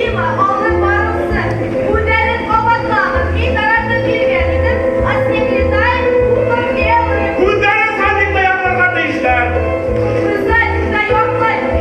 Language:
Bashkir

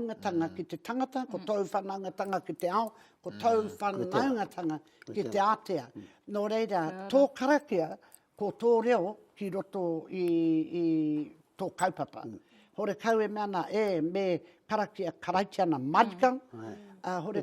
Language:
Māori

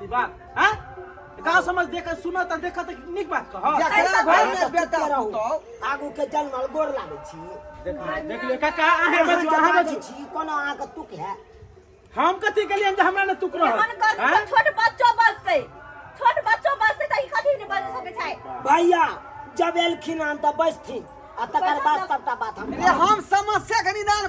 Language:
Maithili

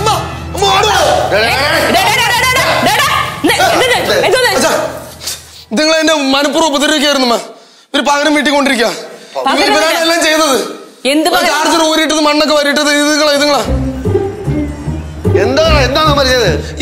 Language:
Malayalam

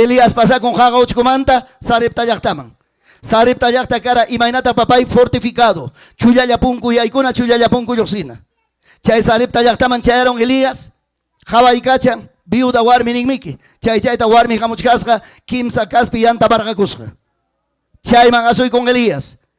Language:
Ayacucho Quechua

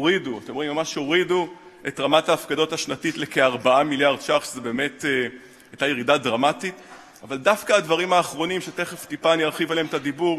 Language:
Hebrew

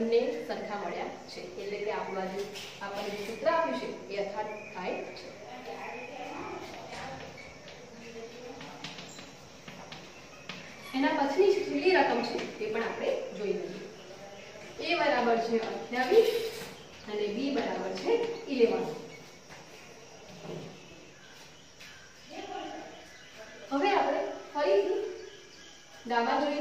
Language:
Gujarati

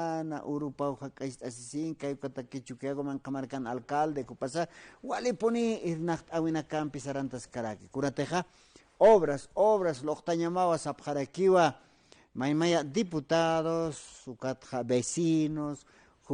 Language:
Aymara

